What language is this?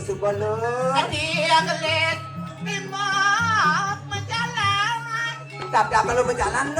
Balinese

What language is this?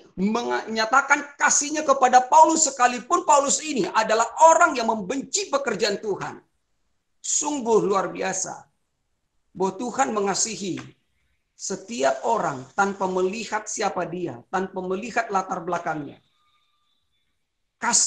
Indonesian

